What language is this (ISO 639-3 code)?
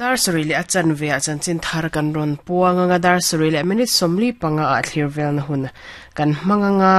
lus